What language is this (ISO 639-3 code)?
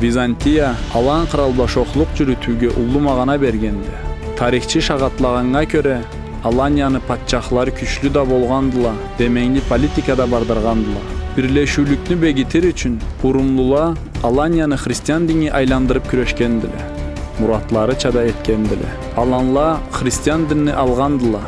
krc